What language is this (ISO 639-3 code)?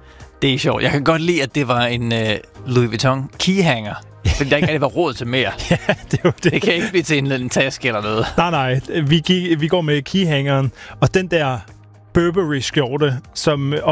dan